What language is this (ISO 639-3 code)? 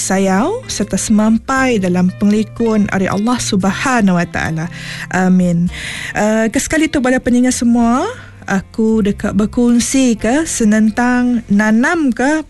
iba